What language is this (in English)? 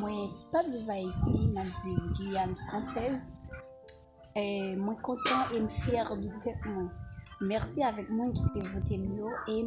Haitian Creole